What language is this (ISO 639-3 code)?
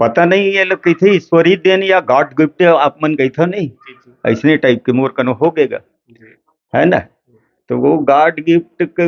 hne